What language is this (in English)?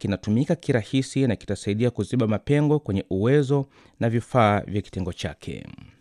Swahili